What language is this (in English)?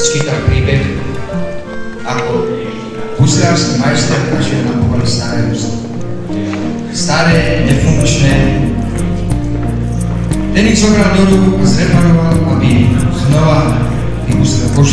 Slovak